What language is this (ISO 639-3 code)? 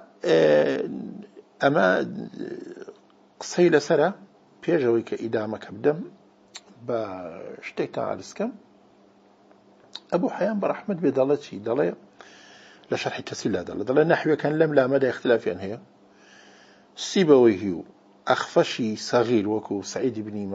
ara